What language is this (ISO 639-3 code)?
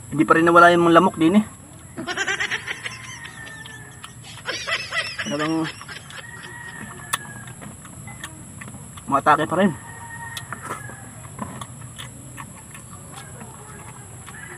fil